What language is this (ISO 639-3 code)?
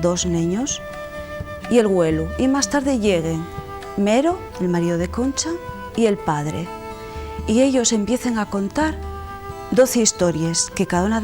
ast